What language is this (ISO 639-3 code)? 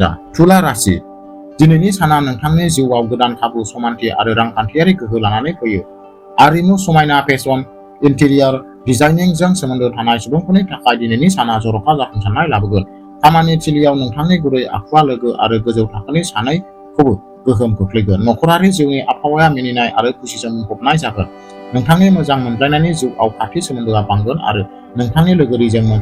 brx